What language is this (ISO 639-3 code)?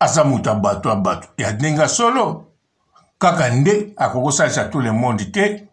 lin